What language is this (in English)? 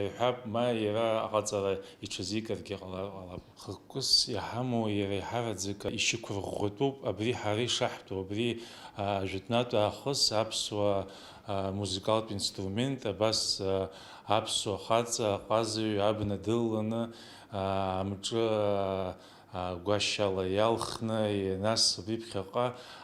Abkhazian